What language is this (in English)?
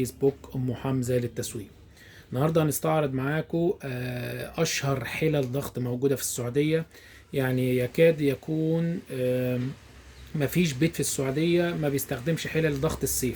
Egyptian Arabic